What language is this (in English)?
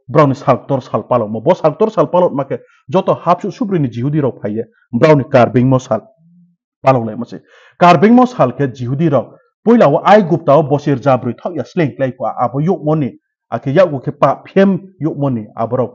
Riang (India)